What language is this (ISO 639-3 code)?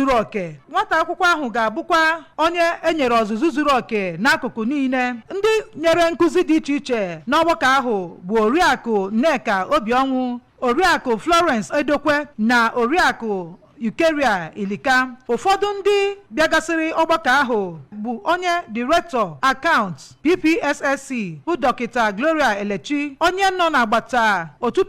ibo